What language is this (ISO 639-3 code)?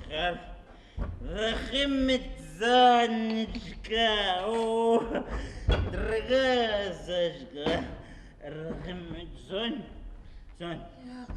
bak